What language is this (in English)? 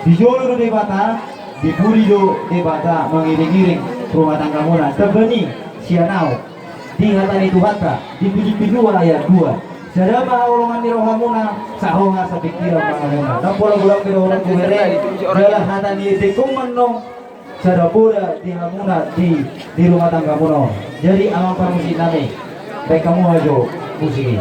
Batak Toba